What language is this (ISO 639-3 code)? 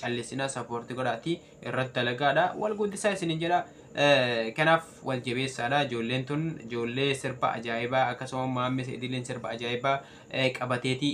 orm